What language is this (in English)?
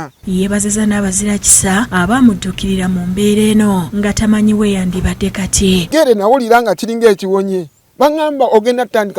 Ganda